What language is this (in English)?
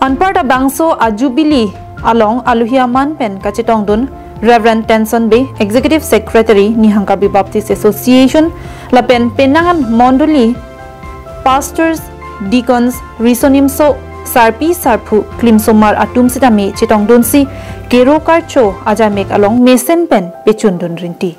Karbi